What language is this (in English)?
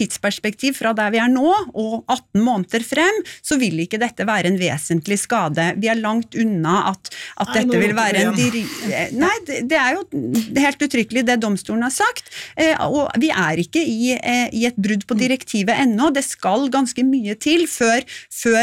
Norwegian